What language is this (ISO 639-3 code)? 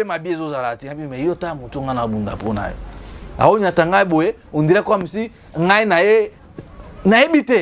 lin